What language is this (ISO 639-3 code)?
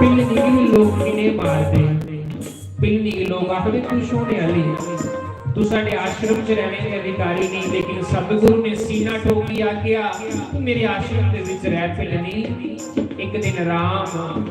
doi